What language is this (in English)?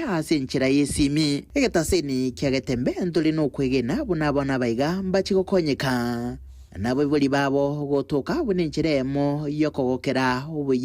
Gusii